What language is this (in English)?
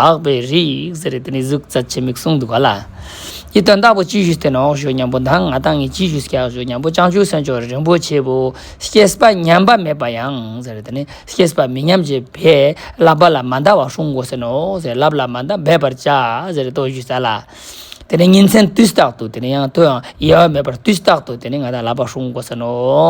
Ladakhi